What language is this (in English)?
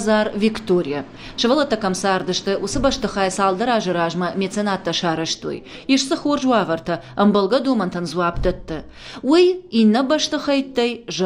Ossetic